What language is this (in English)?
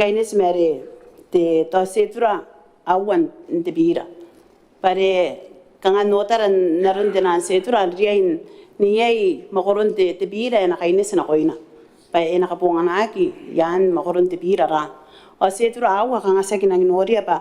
Gilbertese